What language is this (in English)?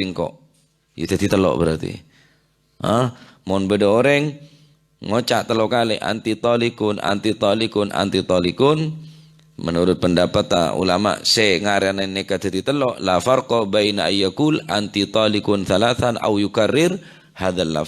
Madurese